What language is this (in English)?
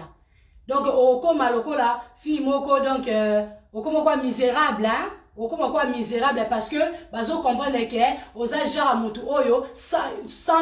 Lingala